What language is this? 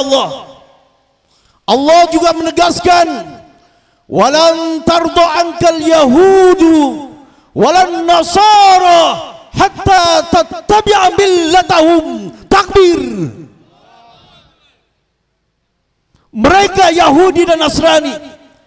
Indonesian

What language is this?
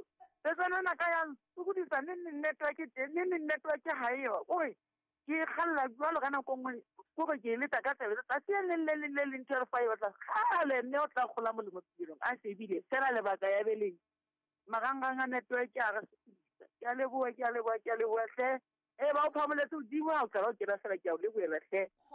Southern Sotho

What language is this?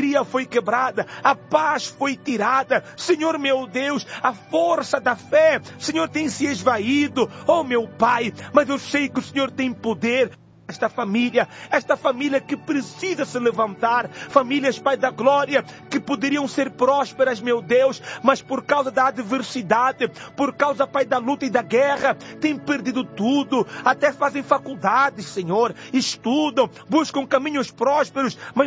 Portuguese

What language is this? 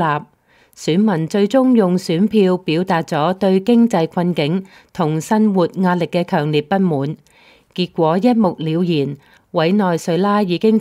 Cantonese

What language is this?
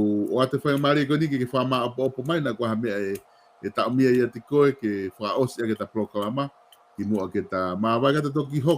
Tongan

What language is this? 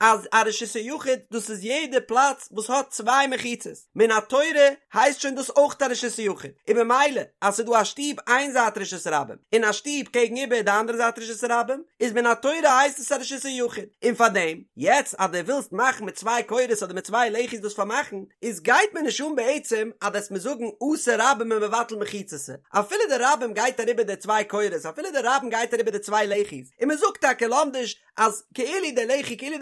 Yiddish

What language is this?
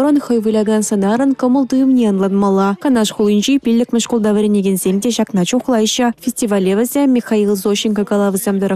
Chuvash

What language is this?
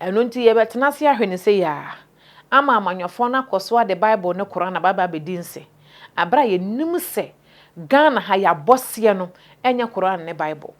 Akan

